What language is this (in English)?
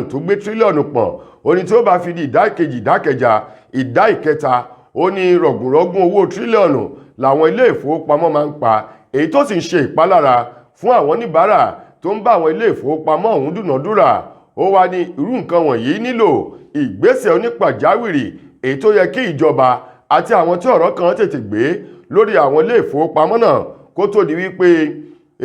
Yoruba